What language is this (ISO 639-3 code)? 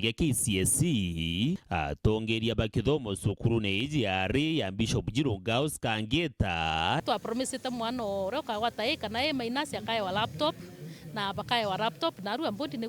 mer